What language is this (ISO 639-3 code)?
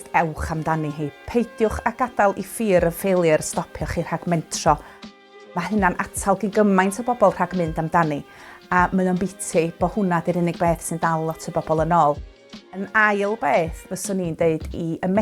cym